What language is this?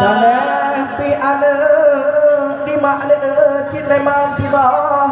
Achinese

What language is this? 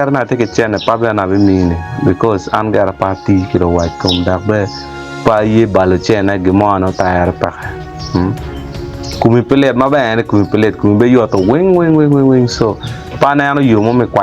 Acoli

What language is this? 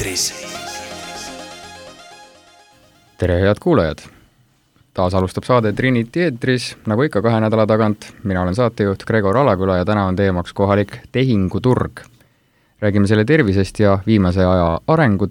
Estonian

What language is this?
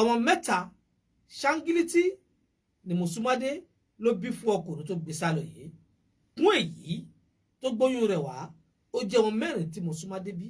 Yoruba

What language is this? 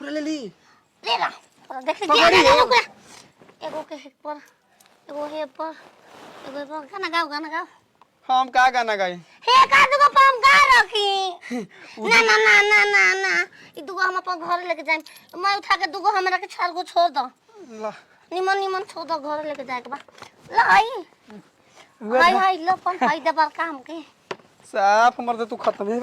Bhojpuri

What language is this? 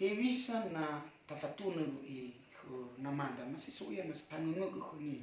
Nias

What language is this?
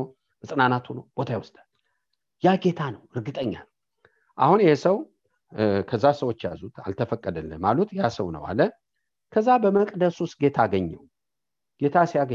Amharic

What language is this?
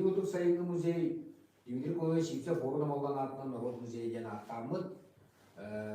Yakut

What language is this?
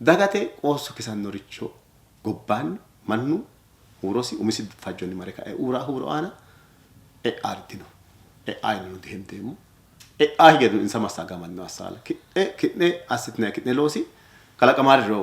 Sidamo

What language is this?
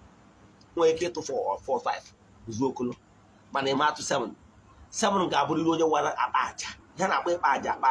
Igbo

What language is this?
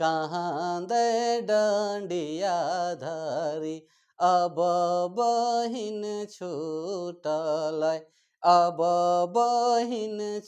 Sadri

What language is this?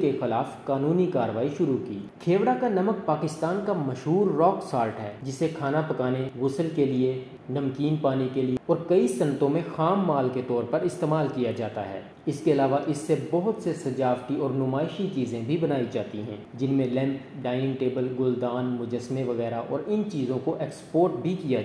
Urdu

